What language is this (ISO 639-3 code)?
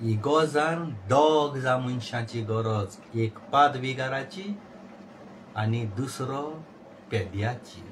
kok